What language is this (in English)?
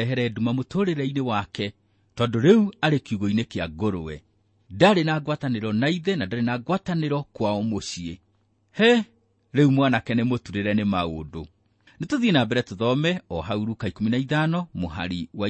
Kikuyu